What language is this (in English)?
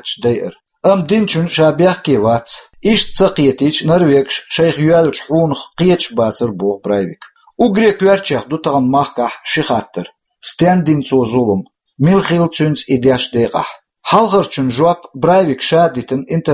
Chechen